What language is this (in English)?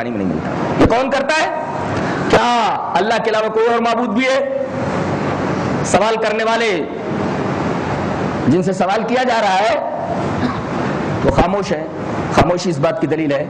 Urdu